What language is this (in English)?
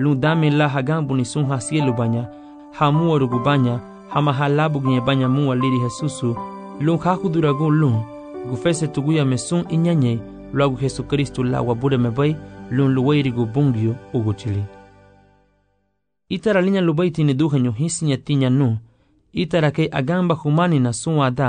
Garifuna